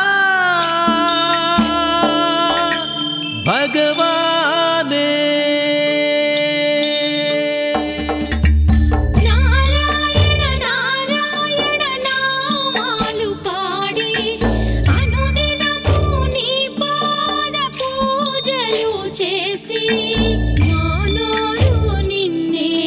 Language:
Telugu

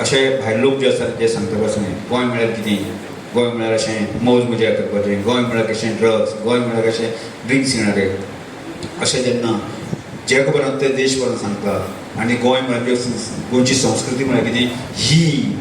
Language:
Konkani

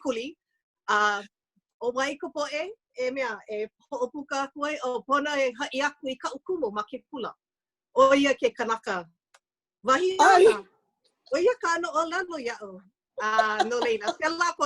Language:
Hawaiian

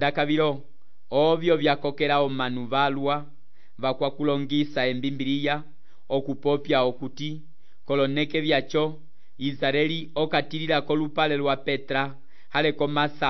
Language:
Umbundu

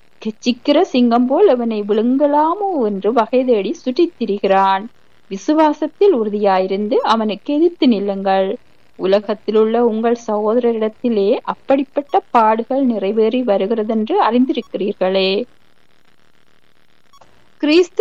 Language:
Tamil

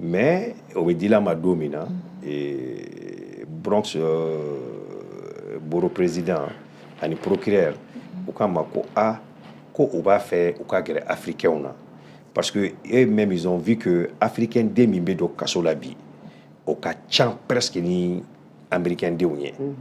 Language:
Bambara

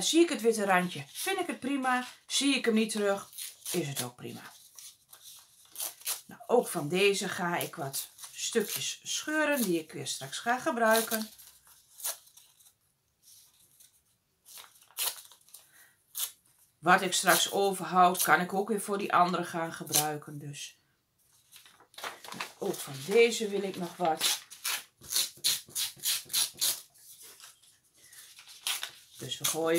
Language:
Dutch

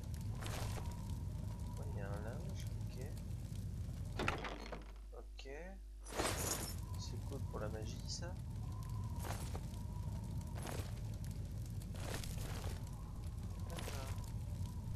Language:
French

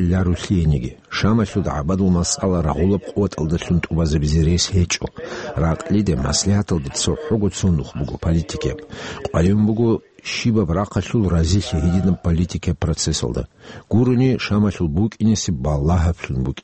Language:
Avaric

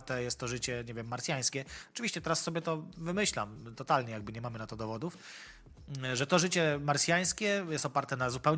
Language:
Polish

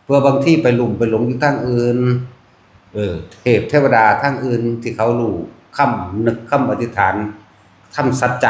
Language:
Northeastern Thai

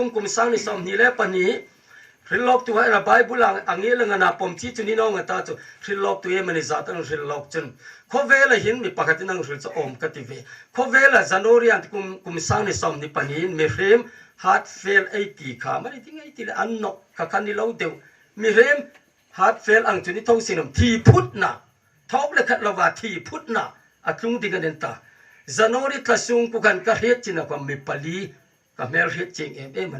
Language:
Hmar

